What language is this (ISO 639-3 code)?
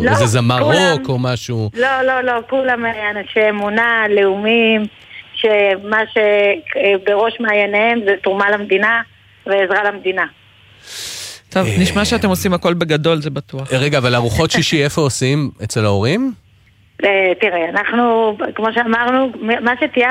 heb